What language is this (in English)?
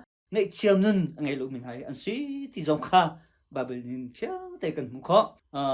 Hakha Chin